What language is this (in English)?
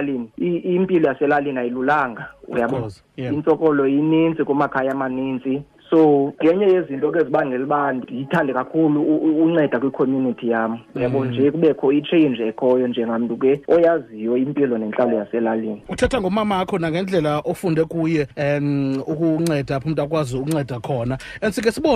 Xhosa